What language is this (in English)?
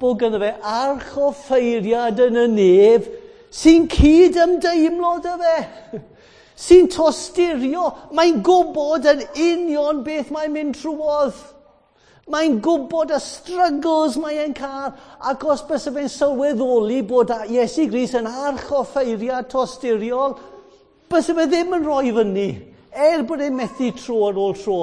Welsh